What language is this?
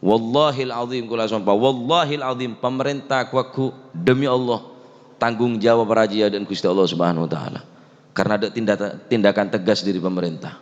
Madurese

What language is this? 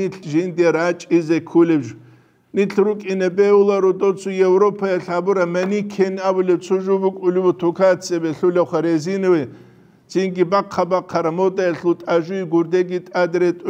Avaric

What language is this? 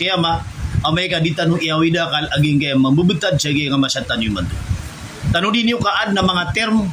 Maranao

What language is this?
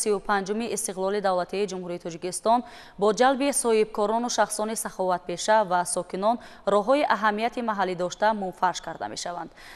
Tajik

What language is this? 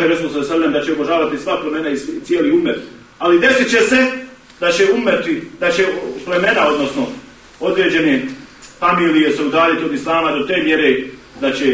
Bosnian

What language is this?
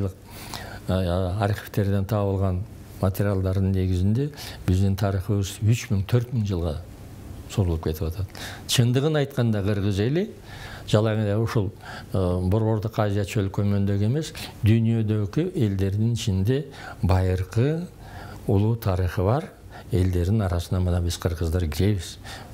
Kyrgyz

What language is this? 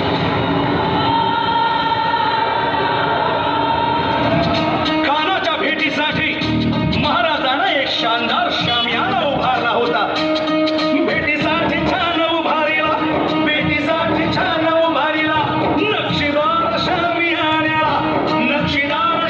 Marathi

